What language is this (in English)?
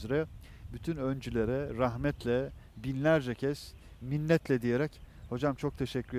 Turkish